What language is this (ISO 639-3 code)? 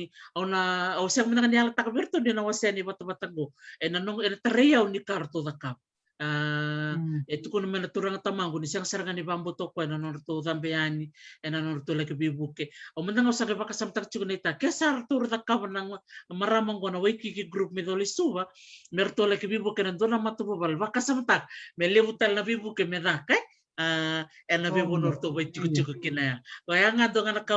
fij